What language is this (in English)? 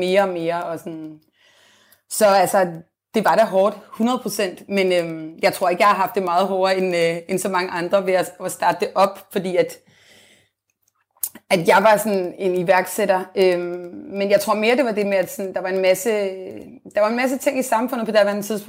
Danish